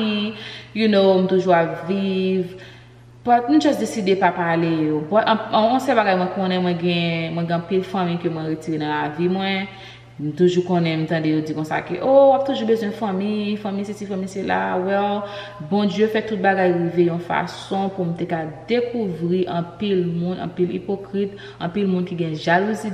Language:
Haitian Creole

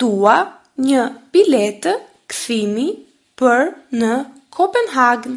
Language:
Albanian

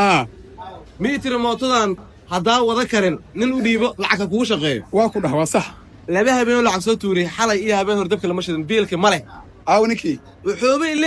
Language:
Somali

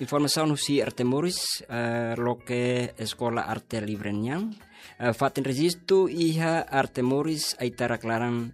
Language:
Tetum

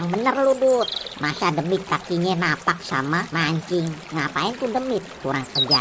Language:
Betawi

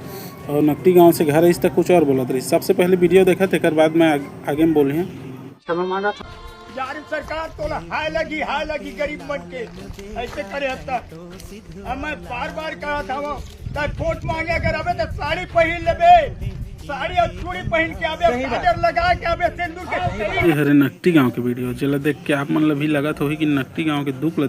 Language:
Chhattisgarhi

